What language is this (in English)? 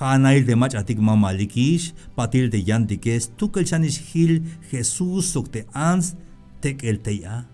Tzeltal